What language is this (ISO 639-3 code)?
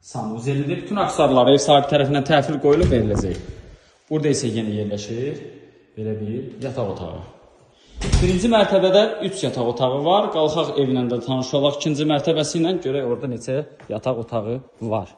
aze